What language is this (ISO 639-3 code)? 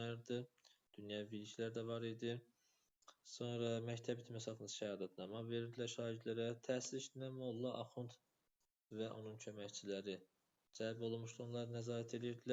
aze